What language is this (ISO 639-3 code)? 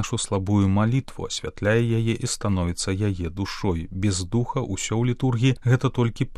bel